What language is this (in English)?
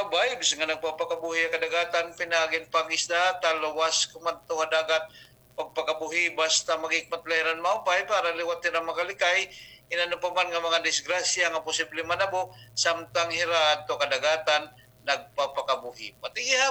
Waray